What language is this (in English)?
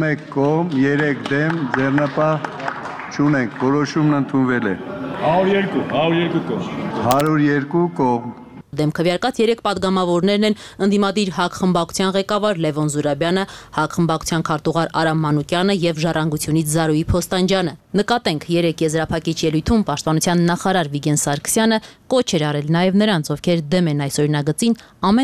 Armenian